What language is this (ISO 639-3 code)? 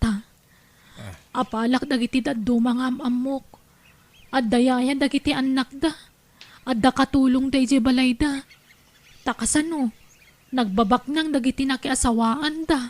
ilo